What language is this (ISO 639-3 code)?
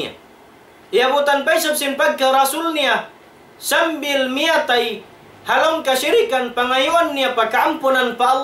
tsg